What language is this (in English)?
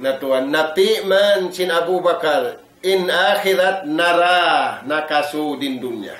Tausug